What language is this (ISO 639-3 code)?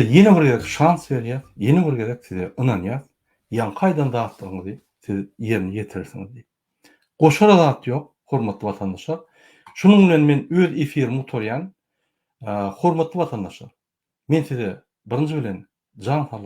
tuk